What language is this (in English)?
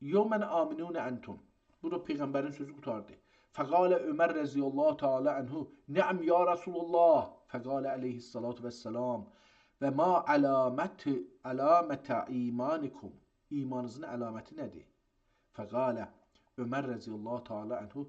South Azerbaijani